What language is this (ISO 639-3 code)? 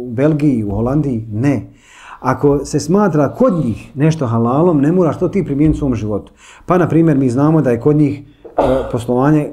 bos